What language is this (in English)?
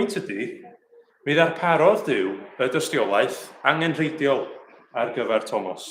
Welsh